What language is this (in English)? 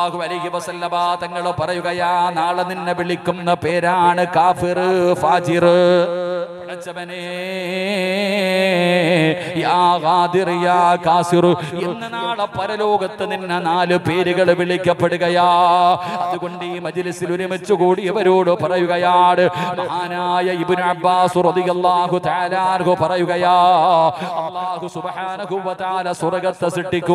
Malayalam